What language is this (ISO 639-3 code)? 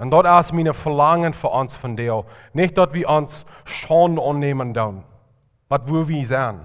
pdt